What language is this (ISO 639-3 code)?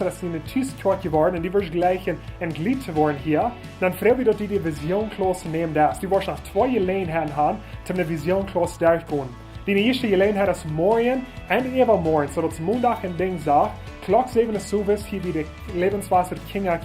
pdt